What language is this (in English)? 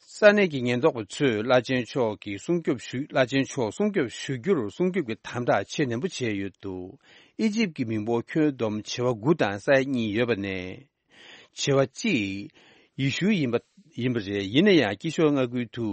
Tibetan